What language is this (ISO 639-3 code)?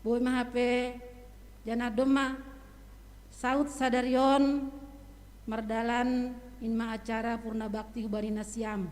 bts